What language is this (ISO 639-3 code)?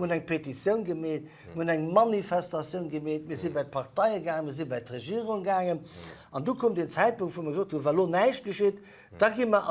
ltz